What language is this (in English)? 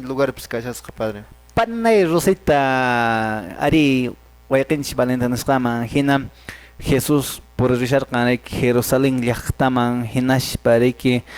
Quechua